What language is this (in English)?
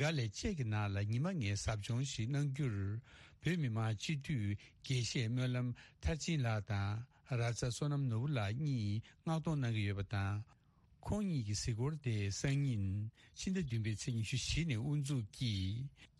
Tibetan